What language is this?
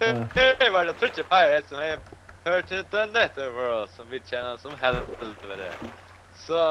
Faroese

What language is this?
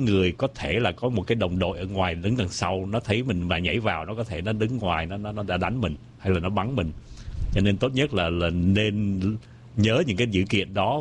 Vietnamese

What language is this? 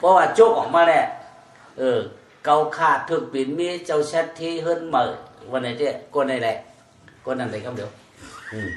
Shan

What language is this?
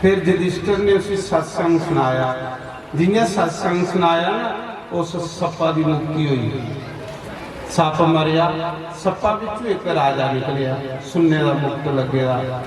Dogri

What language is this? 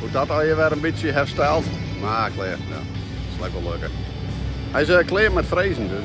Western Frisian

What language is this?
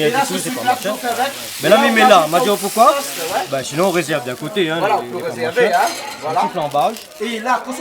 Réunion Creole French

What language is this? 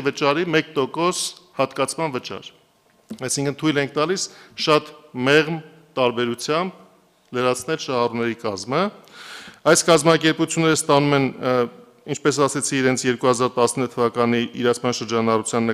Armenian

